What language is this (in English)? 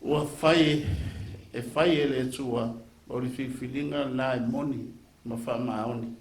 Samoan